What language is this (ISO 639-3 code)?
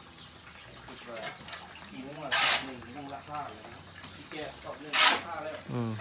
lao